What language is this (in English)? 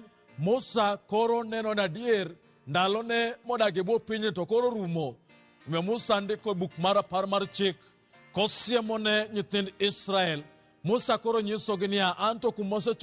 Luo (Kenya and Tanzania)